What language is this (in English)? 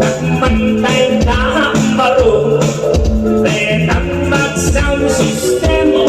Pampanga